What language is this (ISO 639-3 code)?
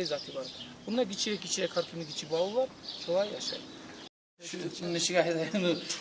kum